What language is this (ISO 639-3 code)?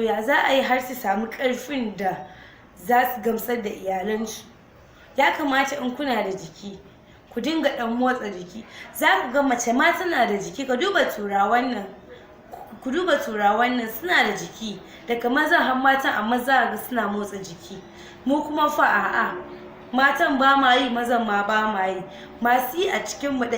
hau